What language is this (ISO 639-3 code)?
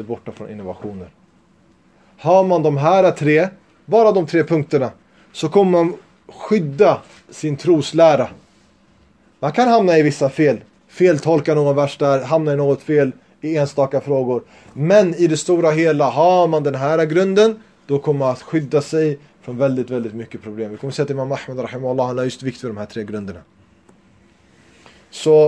swe